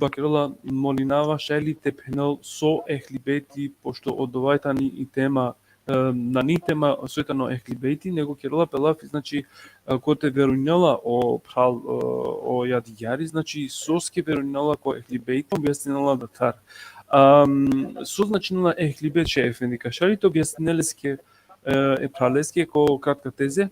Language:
Balkan Romani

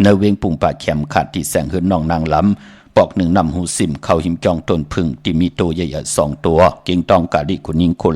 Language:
Shan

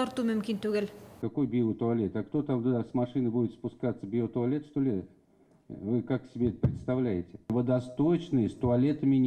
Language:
Tatar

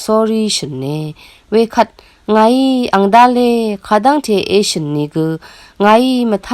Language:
Rawang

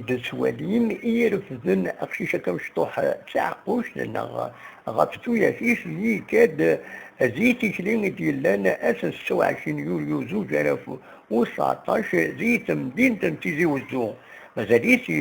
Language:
Kabyle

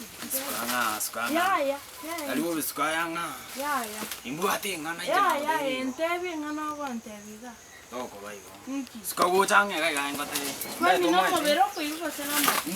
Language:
Gusii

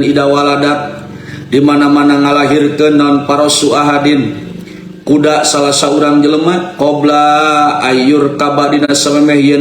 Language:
Sundanese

